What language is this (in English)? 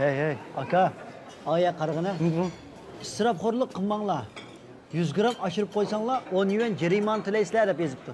Uyghur